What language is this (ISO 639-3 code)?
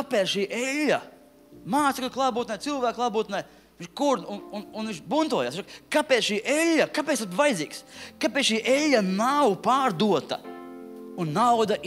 lav